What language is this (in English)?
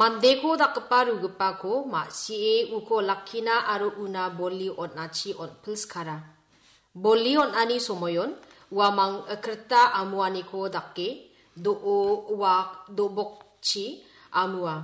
Garo